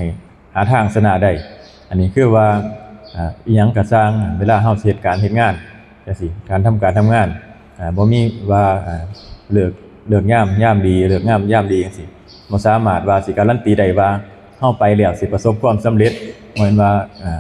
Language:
Northeastern Thai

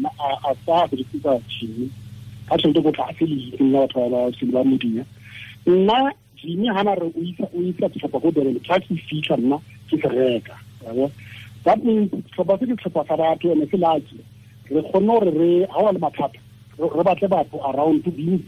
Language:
Tswana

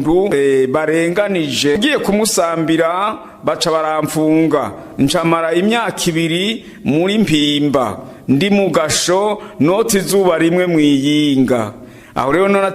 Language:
Rundi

